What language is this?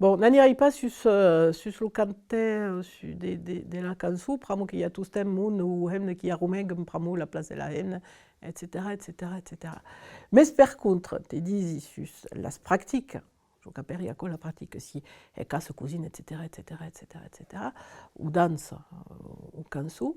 Occitan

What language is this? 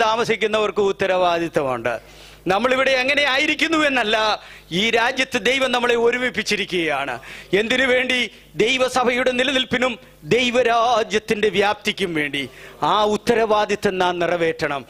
Malayalam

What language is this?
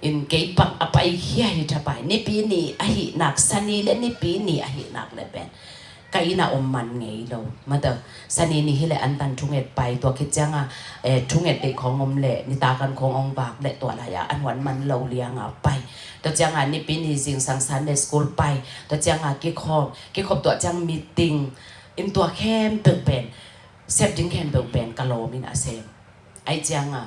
Tedim Chin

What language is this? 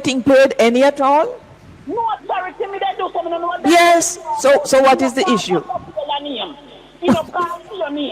Jamaican Creole English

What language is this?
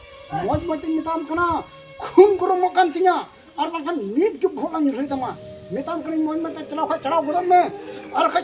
Santali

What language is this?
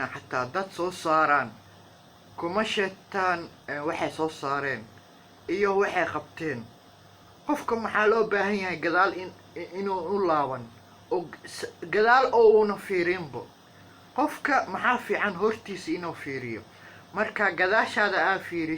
Somali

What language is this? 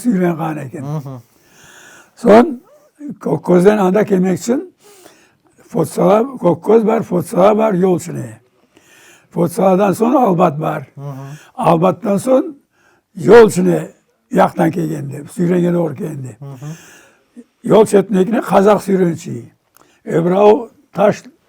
Crimean Tatar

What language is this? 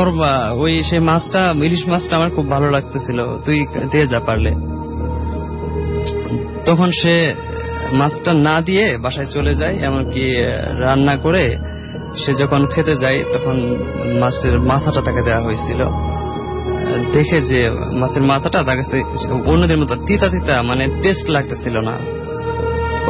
Bangla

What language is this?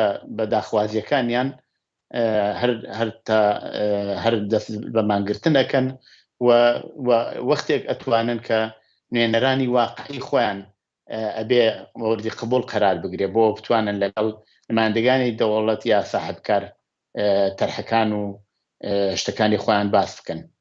Central Kurdish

